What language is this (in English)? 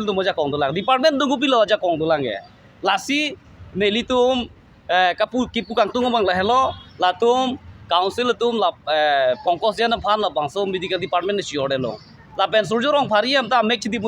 Karbi